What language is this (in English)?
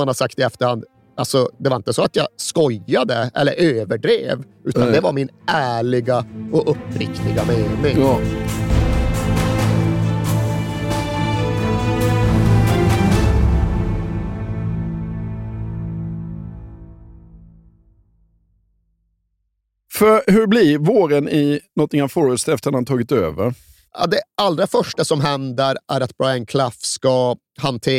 Swedish